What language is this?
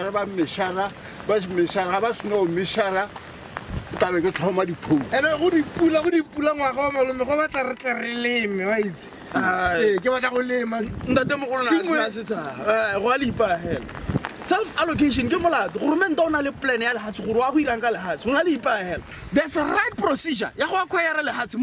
Tswana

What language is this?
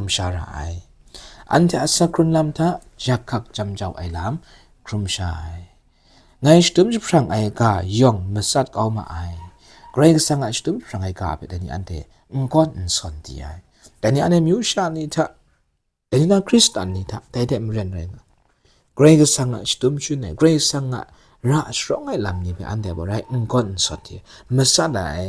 Kachin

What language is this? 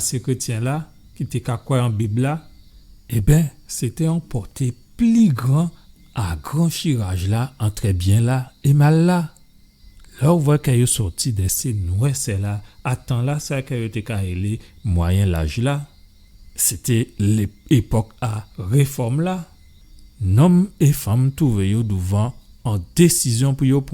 Guadeloupean Creole French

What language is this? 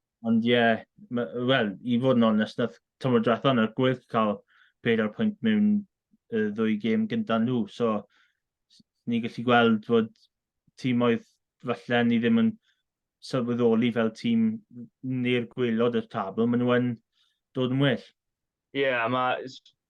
Welsh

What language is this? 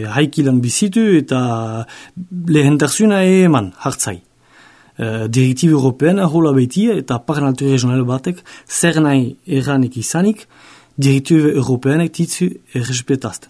Basque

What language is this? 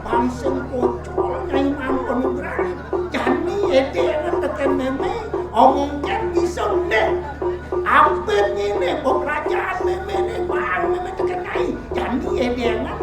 Balinese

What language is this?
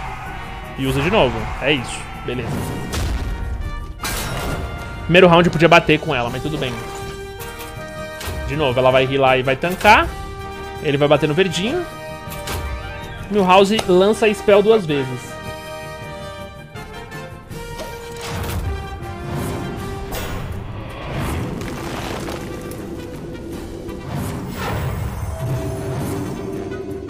Portuguese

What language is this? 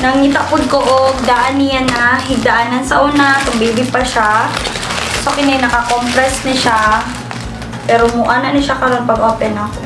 Cebuano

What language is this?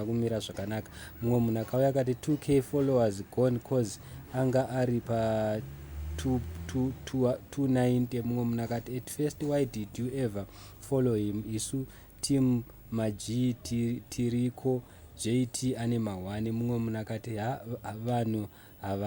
Shona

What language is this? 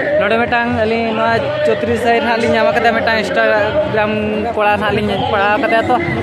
Santali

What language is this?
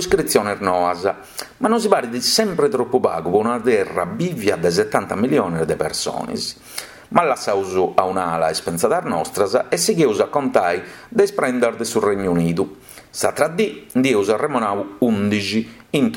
Sardinian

